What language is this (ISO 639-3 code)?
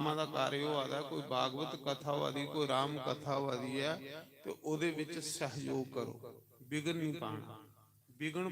doi